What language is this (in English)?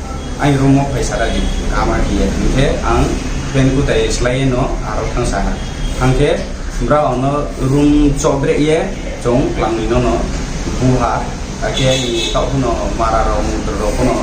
Riang (India)